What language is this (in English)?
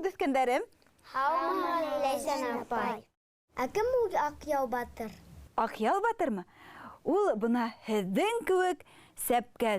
Bashkir